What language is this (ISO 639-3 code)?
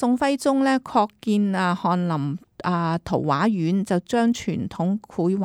yue